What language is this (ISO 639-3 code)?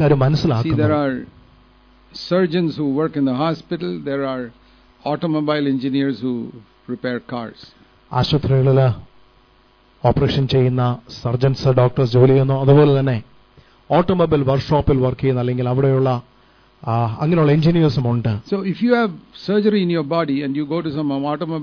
mal